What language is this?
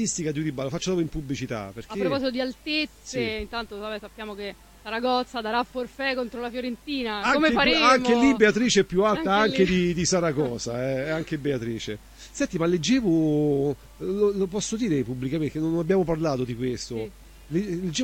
Italian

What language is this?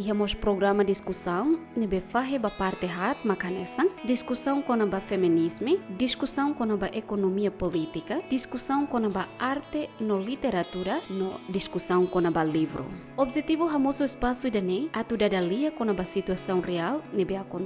Tetum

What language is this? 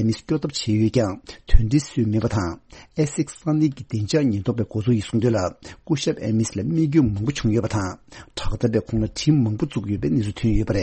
Tibetan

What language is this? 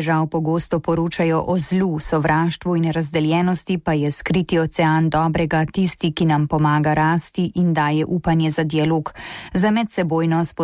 Slovenian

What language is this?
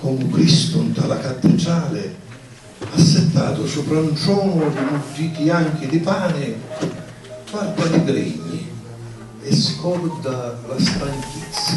Sicilian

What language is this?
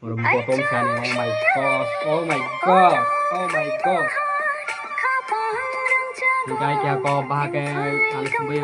Kok Borok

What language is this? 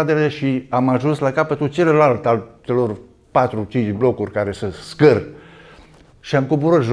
Romanian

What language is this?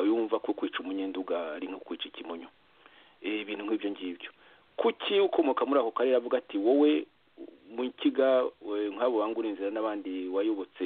Kinyarwanda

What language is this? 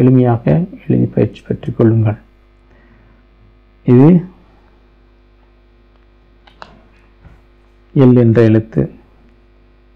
Tamil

